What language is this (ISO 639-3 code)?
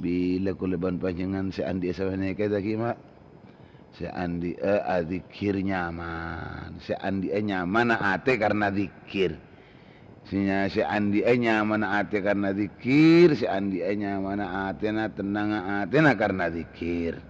mad